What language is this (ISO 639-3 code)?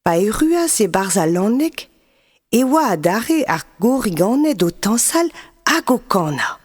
bre